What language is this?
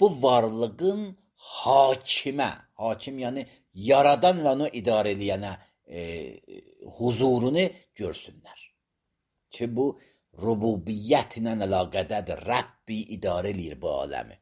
Azerbaijani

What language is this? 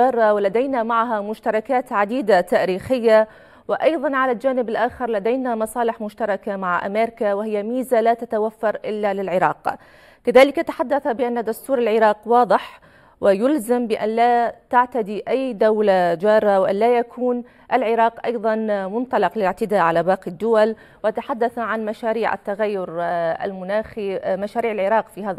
Arabic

